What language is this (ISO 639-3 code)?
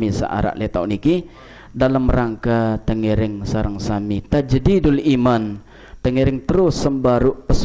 sas